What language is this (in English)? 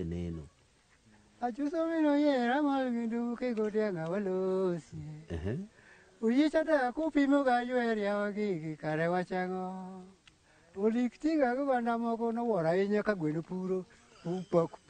Luo (Kenya and Tanzania)